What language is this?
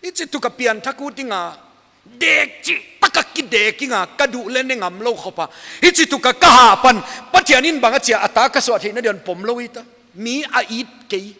Paite Chin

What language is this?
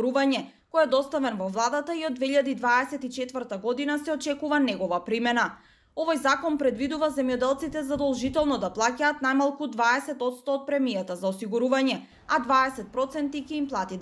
Macedonian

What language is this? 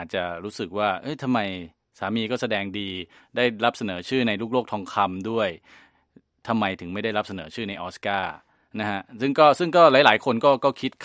Thai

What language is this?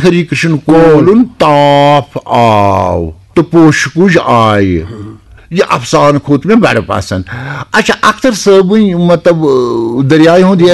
Kashmiri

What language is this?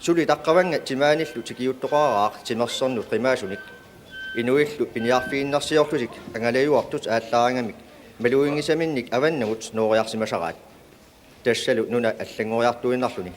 Kalaallisut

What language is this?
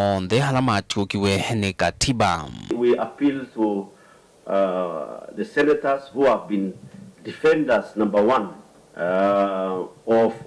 Kamba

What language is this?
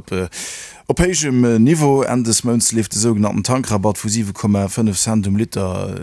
Luxembourgish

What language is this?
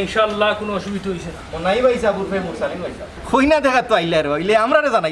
Sylheti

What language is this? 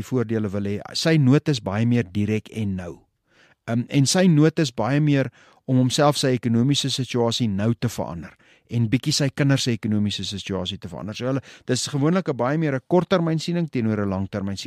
Afrikaans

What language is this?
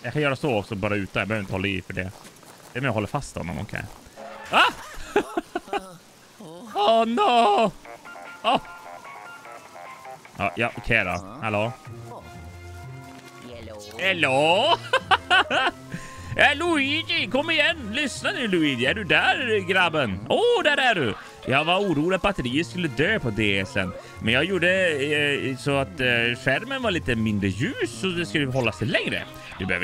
Swedish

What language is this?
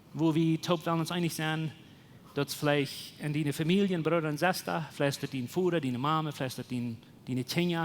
Plautdietsch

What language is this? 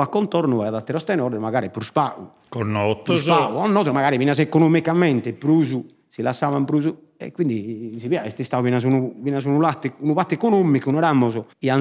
Sardinian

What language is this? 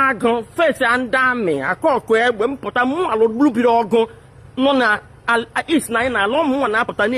Igbo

